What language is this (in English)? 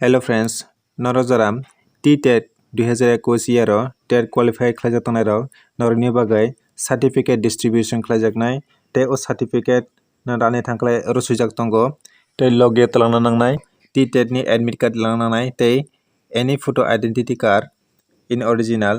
Kok Borok